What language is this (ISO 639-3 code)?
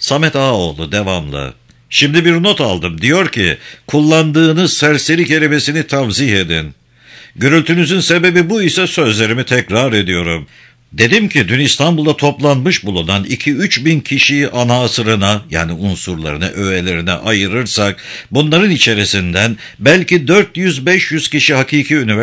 tur